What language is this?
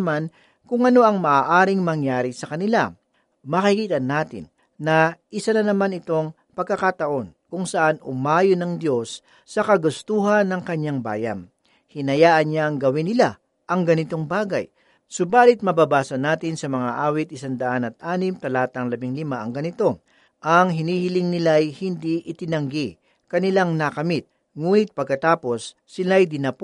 Filipino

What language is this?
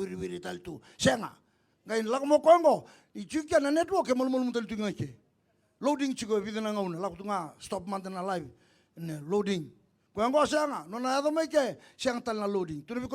Fijian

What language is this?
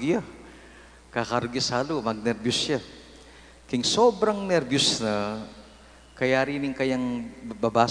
Pampanga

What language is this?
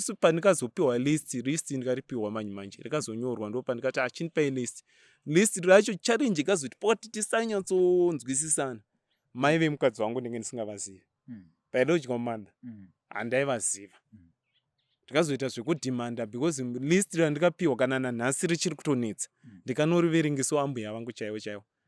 Shona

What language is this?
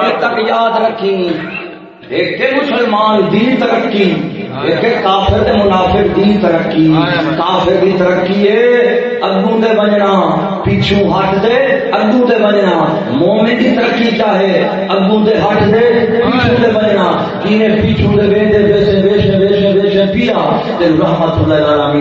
Saraiki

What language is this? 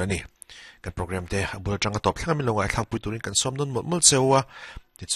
Mizo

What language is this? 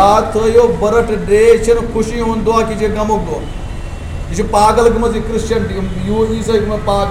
Kashmiri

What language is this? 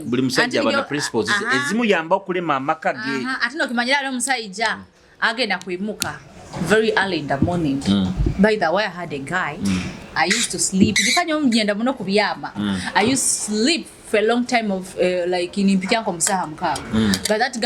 Nyoro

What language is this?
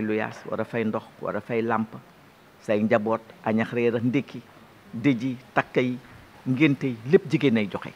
Wolof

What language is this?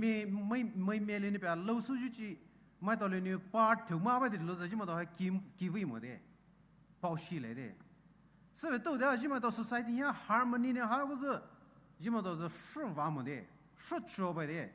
Poumei Naga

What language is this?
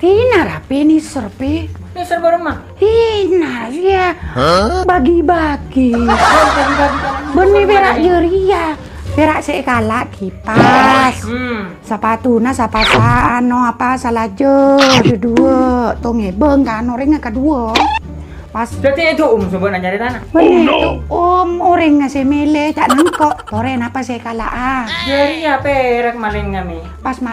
Madurese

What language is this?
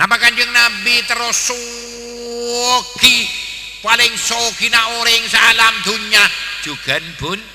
Madurese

